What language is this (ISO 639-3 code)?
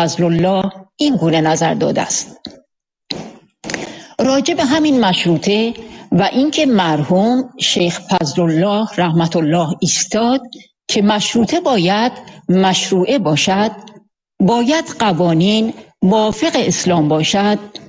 fas